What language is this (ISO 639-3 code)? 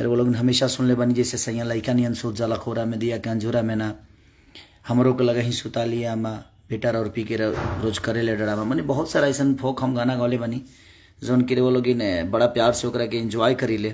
bho